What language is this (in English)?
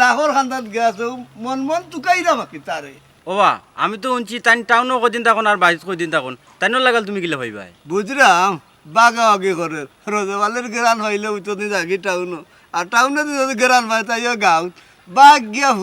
Sylheti